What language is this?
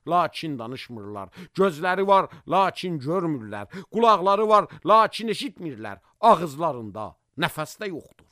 Azerbaijani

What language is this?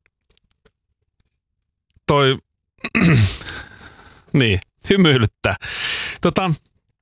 Finnish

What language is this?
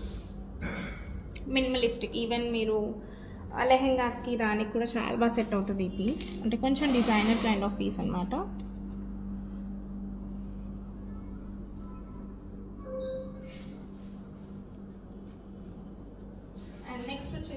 Telugu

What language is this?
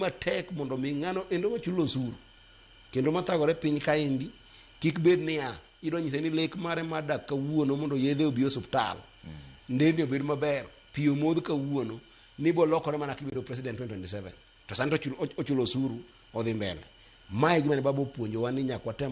Luo (Kenya and Tanzania)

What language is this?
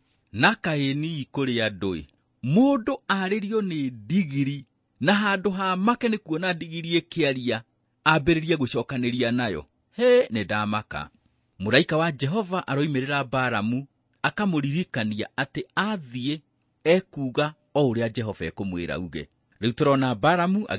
Kikuyu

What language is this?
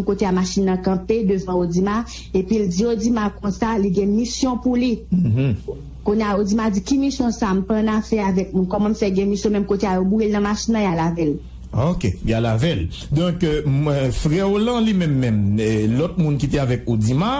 Haitian Creole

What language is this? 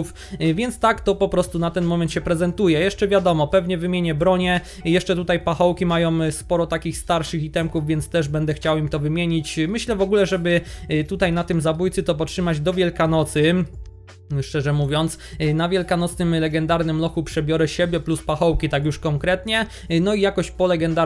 Polish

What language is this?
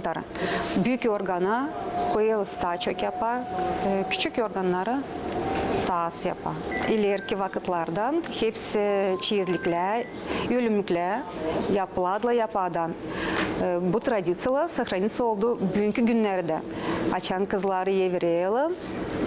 Gagauz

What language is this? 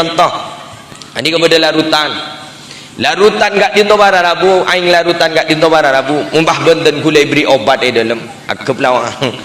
Madurese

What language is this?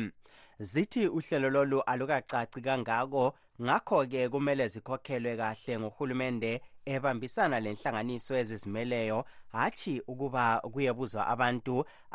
North Ndebele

